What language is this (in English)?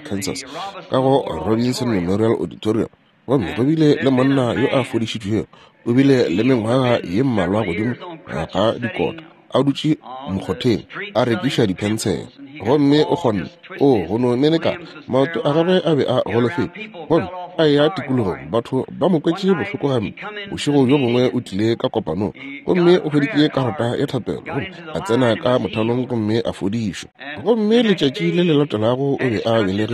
Northern Sotho